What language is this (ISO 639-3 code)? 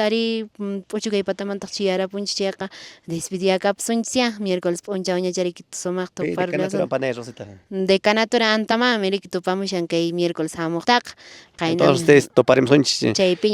que